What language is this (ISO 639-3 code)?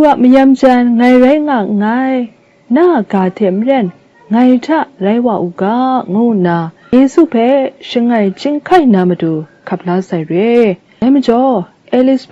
kac